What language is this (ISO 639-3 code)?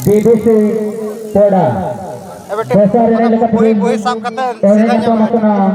sat